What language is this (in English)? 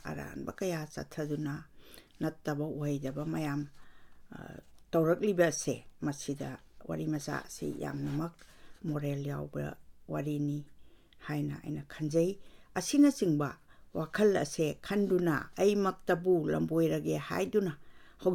Manipuri